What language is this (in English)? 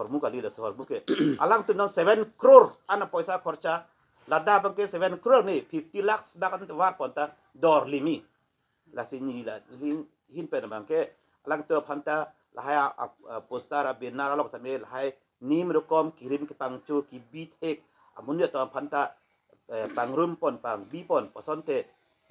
Karbi